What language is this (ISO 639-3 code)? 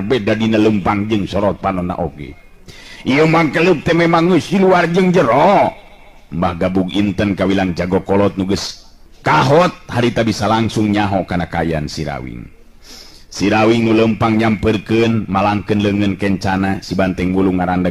sun